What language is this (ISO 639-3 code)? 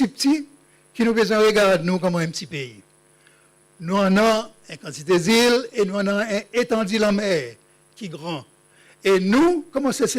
crs